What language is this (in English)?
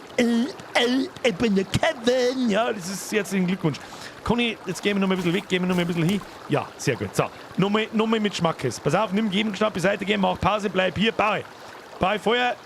Bavarian